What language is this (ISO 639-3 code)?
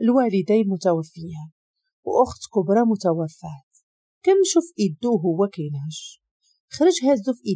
ary